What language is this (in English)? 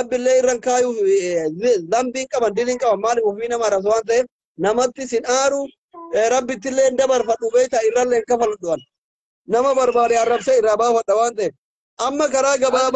Oromo